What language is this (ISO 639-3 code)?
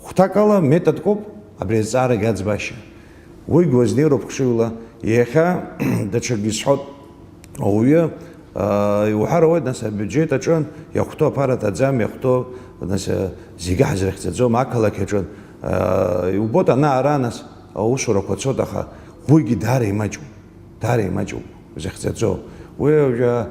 abk